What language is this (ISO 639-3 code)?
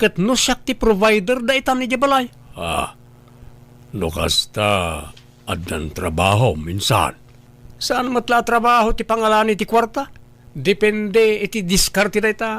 ilo